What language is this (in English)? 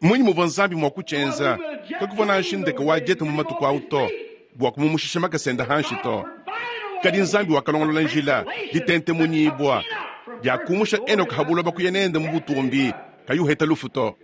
Luba-Lulua